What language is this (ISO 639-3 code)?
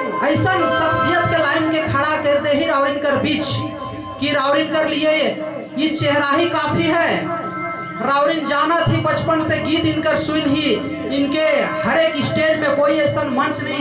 sck